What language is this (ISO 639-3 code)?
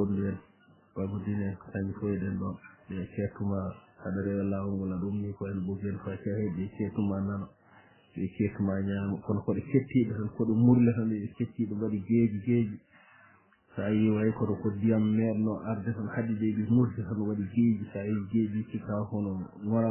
ful